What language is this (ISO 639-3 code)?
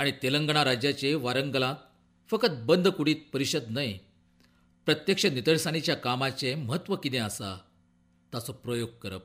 kok